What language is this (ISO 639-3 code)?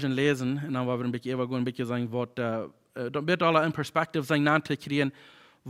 pdt